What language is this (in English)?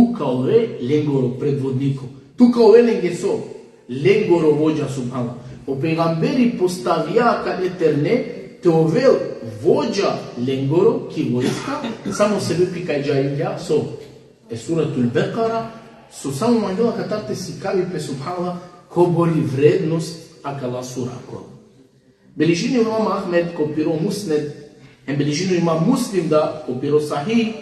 Balkan Romani